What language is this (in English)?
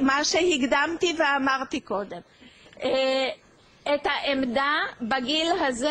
Hebrew